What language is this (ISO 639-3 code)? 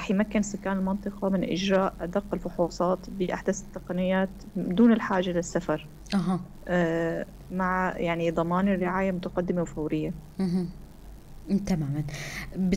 apc